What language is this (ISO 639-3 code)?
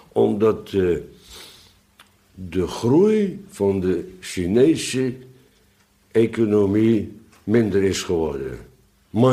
nld